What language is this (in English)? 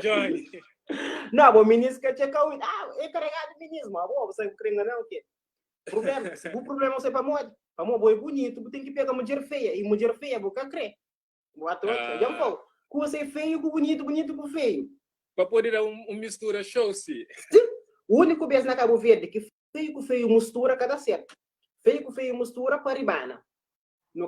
Kabuverdianu